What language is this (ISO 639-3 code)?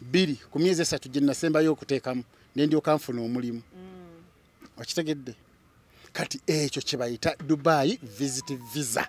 lug